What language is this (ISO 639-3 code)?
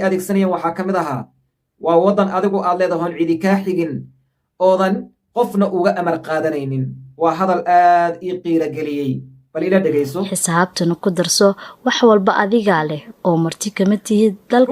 som